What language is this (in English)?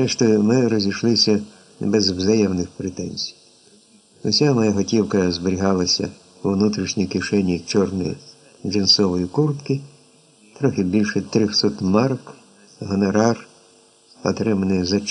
Ukrainian